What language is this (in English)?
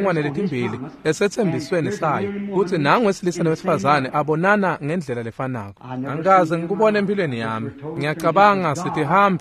Swati